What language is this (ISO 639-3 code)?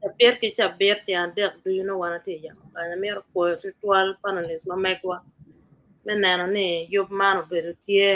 ach